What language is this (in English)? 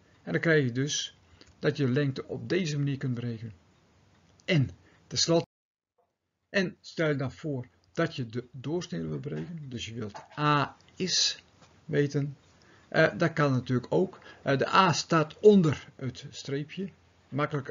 Dutch